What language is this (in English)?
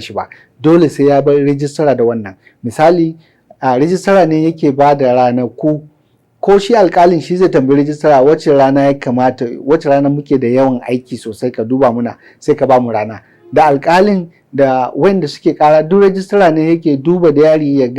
Hausa